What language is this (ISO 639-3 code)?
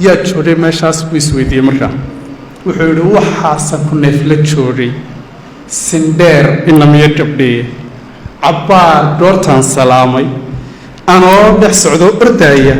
som